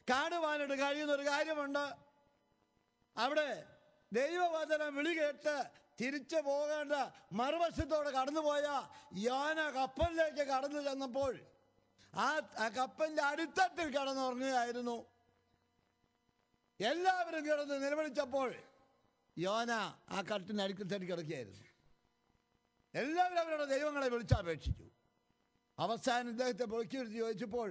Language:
Malayalam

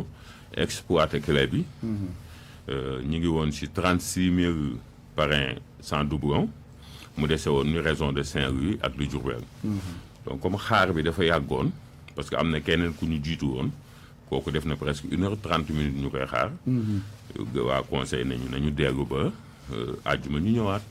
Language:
Wolof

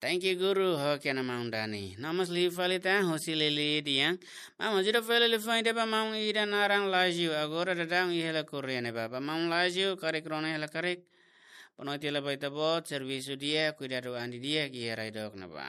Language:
Tetum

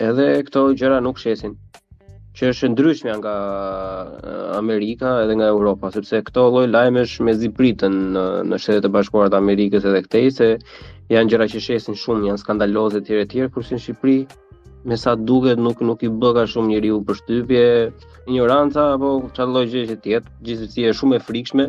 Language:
Albanian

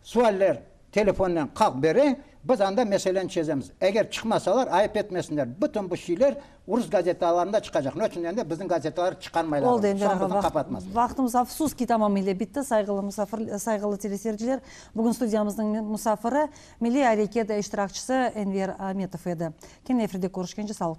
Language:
Crimean Tatar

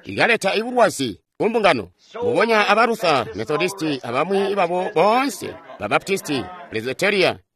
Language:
Tonga (Zambia)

